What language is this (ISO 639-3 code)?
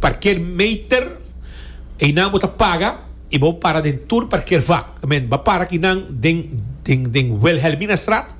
pap